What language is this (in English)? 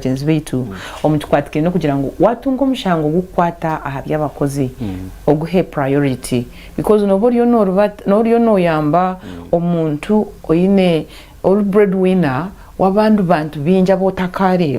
Nyankole